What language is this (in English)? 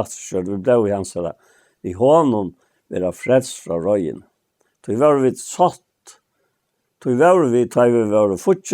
Faroese